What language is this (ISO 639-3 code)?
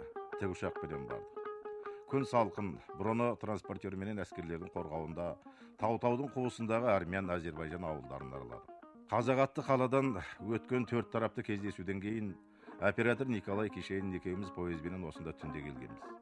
kaz